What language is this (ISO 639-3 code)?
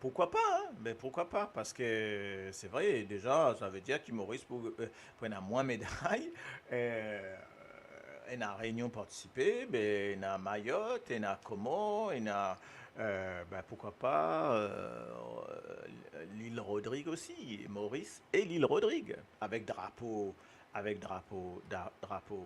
mfe